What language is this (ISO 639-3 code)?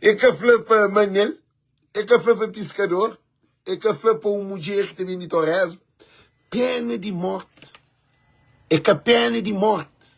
kea